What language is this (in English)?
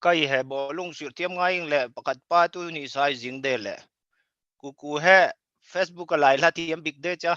Falam Chin